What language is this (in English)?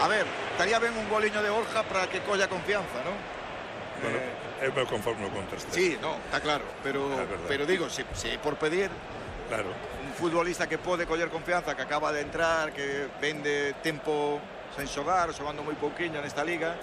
Galician